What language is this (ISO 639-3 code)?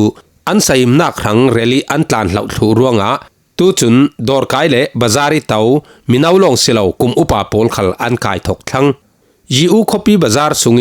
cfm